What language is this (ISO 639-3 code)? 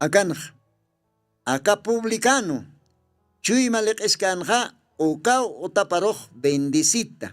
aym